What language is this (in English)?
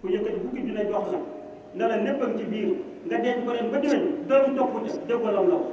Wolof